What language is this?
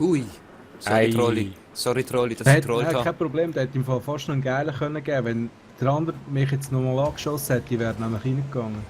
Swiss German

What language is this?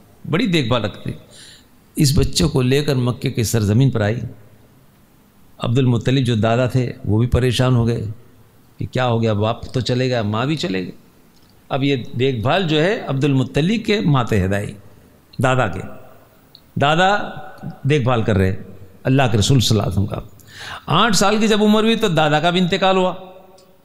Urdu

